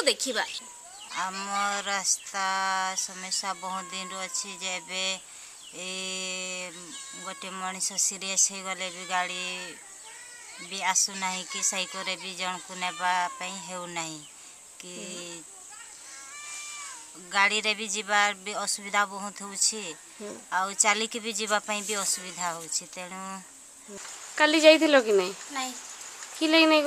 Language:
Odia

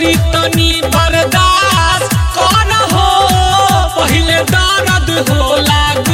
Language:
Bhojpuri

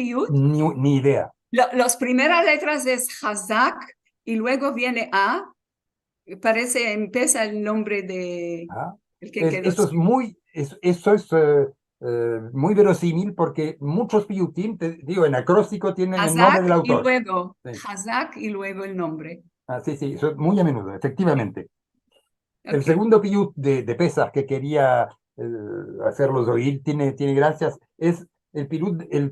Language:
Ladino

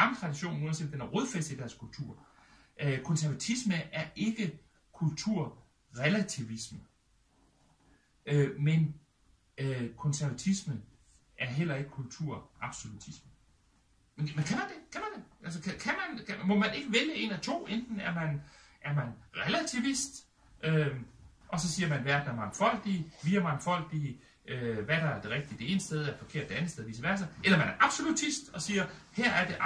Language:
Danish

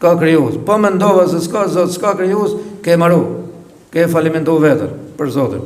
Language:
Albanian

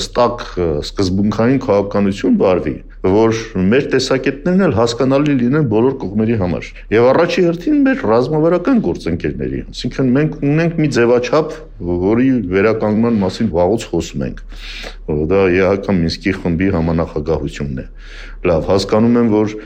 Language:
Armenian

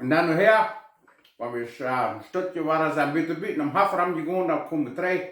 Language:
Plautdietsch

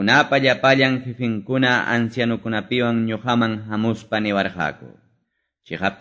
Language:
Quechua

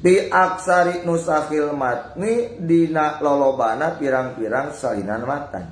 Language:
Sundanese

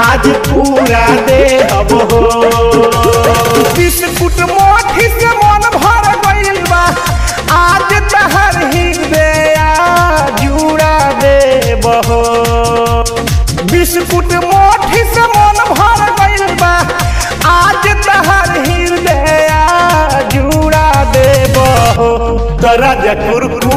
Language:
Bhojpuri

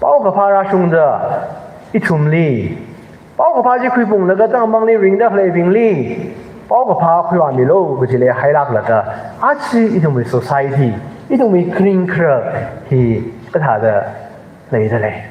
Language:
Tangkhul Naga (India)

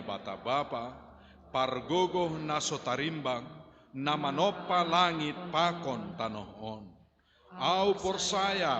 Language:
Batak Simalungun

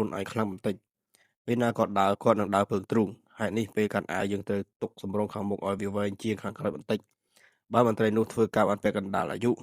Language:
Khmer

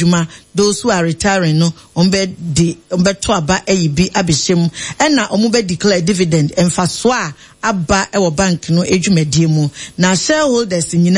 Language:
Akan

